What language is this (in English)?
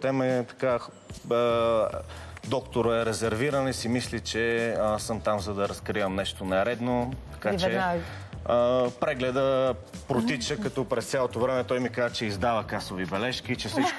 Bulgarian